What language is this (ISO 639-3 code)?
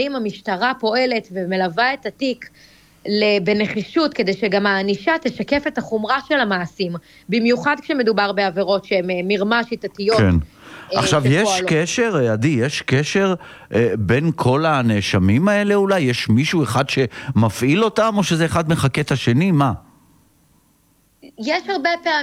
heb